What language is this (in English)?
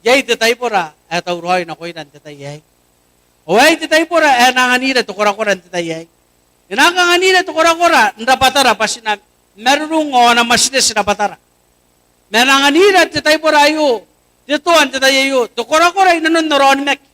Gilbertese